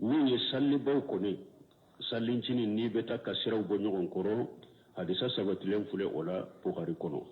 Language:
Bambara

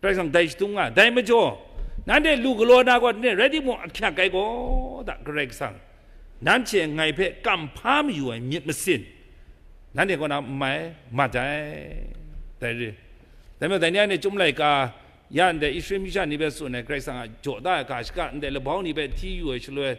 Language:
Kachin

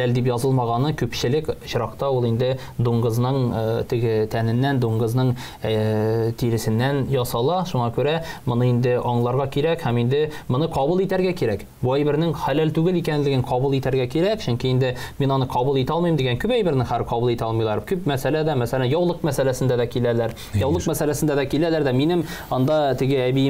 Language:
Tatar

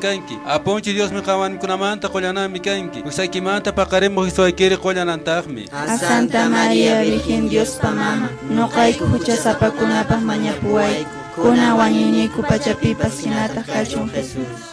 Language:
Quechua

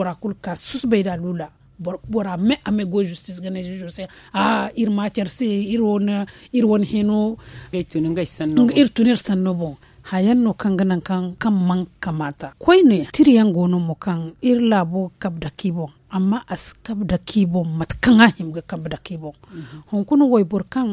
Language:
Zarma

